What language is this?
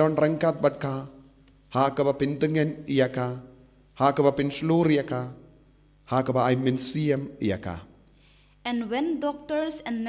Khasi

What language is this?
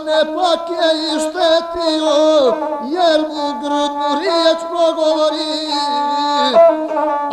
Croatian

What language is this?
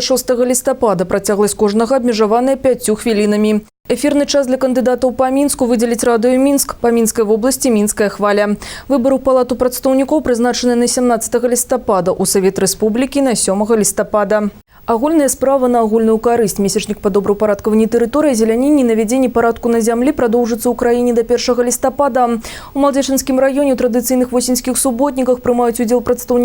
Belarusian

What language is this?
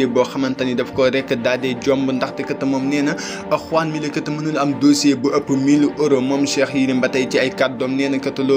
Wolof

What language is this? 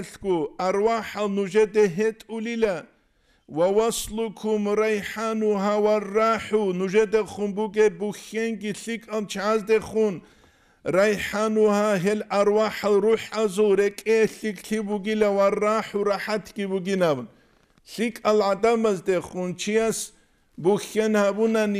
Avaric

